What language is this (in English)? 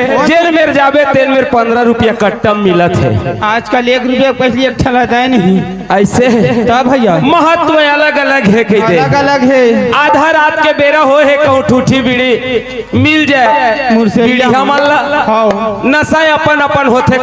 Chhattisgarhi